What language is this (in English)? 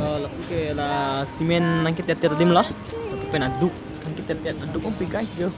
Karbi